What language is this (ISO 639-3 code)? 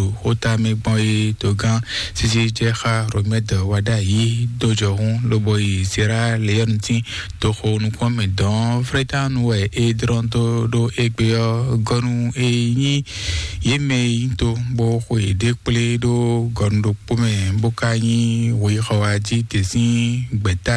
fon